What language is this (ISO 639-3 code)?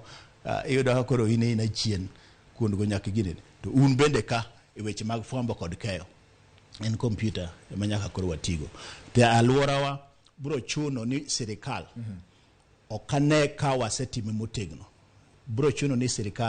luo